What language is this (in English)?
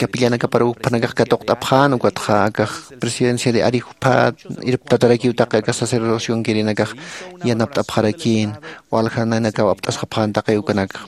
Aymara